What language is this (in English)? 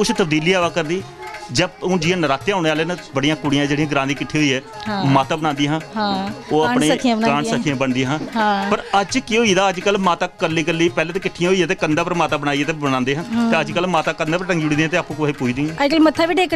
Dogri